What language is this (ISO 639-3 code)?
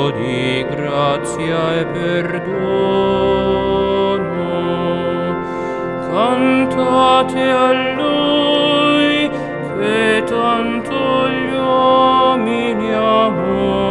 ita